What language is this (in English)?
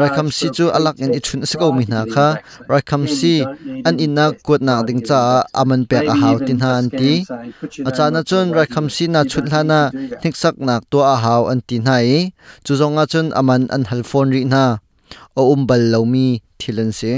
Hakha Chin